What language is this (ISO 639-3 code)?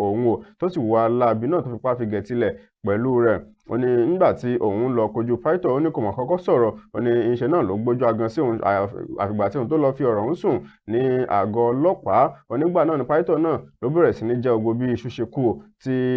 yor